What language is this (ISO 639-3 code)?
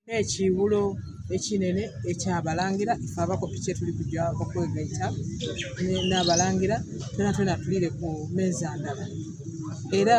xog